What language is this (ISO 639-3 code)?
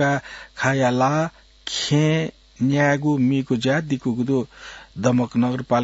new